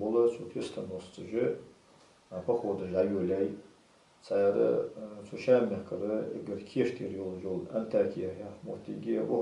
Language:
Ingush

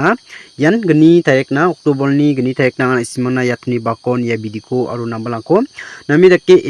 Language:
Garo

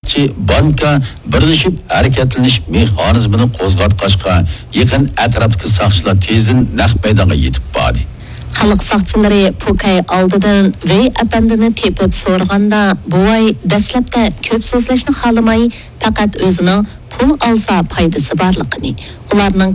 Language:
Uyghur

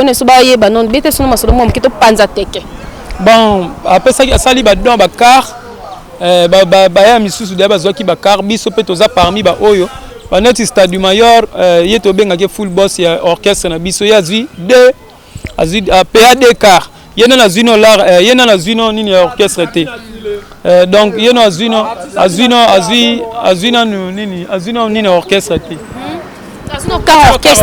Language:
Lingala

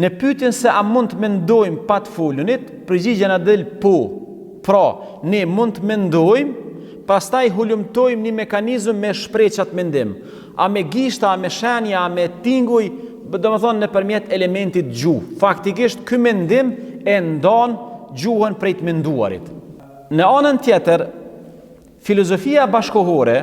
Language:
Albanian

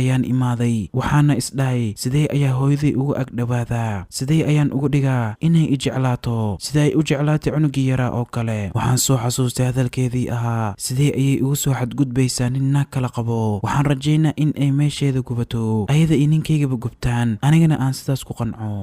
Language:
Somali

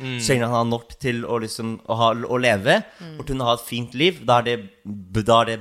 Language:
Norwegian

